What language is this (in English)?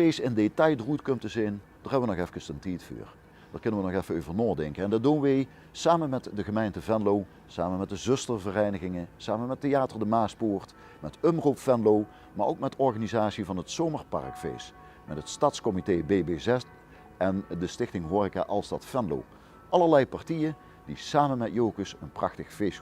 Limburgish